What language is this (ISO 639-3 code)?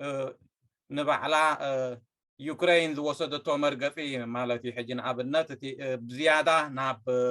tir